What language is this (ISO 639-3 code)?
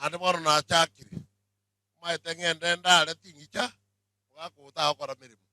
guz